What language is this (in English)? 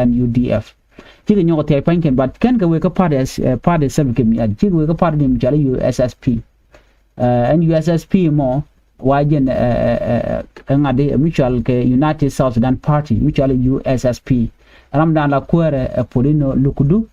Nuer